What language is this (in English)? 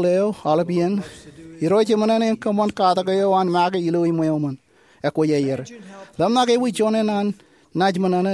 Marshallese